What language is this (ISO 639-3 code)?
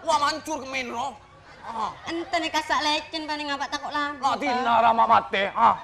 mad